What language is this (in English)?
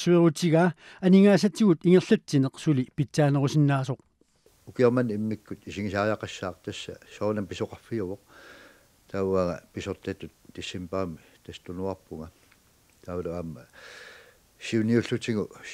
Kalaallisut